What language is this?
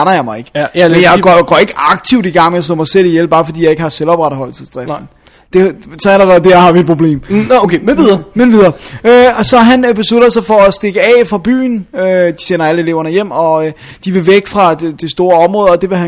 Danish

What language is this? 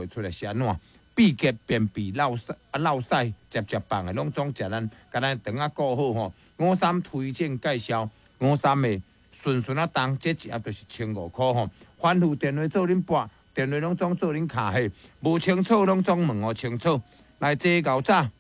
Min Nan Chinese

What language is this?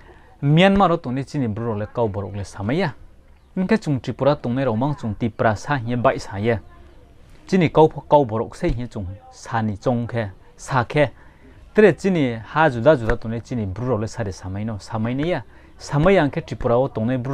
Riang (India)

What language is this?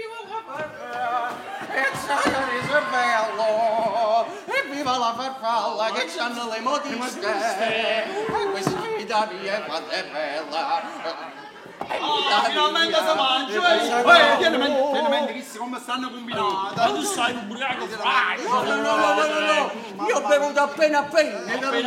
Neapolitan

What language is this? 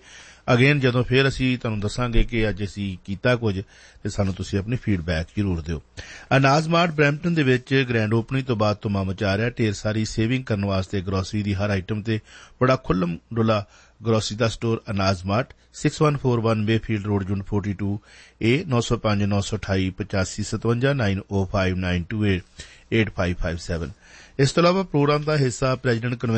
Punjabi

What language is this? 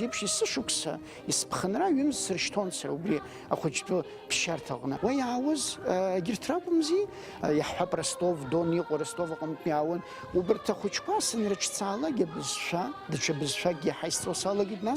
Abkhazian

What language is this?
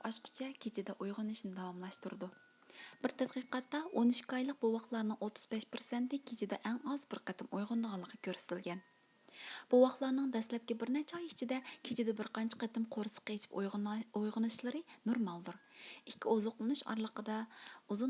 Uyghur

